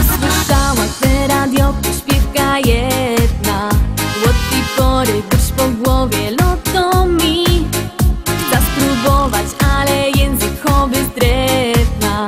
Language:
Silesian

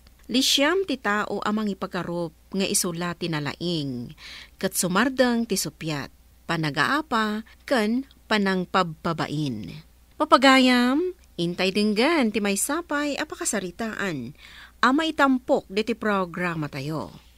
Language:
Iloko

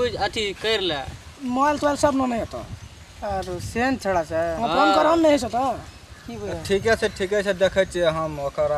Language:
Maithili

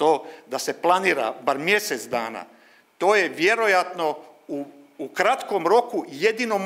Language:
Croatian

